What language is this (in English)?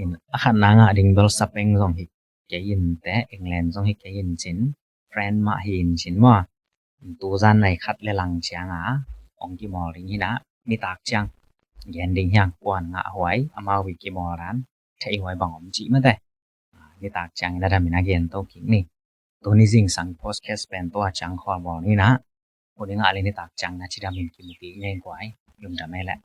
Tedim Chin